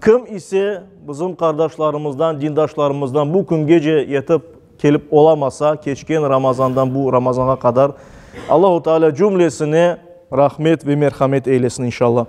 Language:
Crimean Tatar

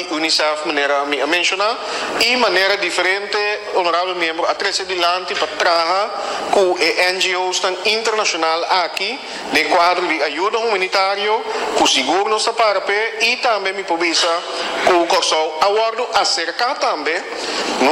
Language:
Papiamento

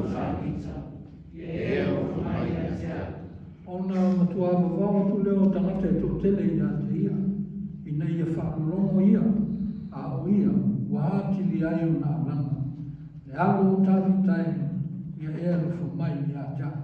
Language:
Samoan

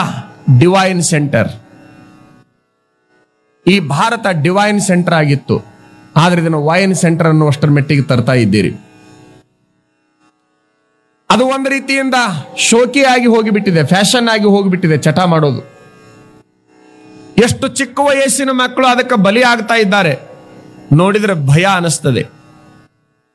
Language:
Kannada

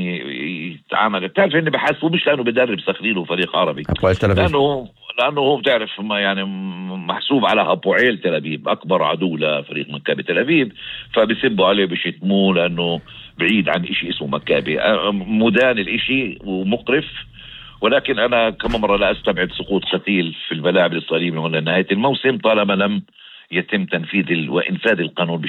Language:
North Levantine Arabic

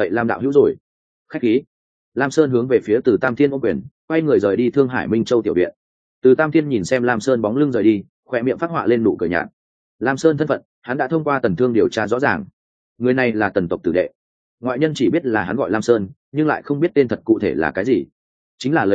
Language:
Vietnamese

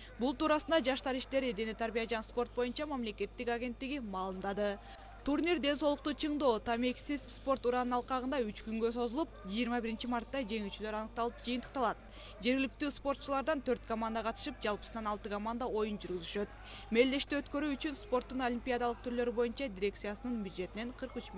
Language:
Kyrgyz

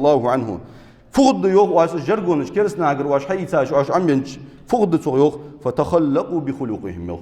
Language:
Ingush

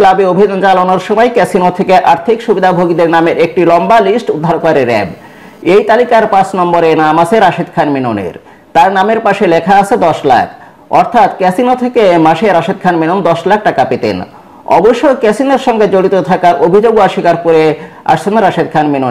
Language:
Bangla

